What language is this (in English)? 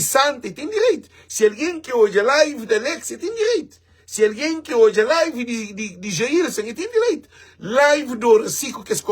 Kabuverdianu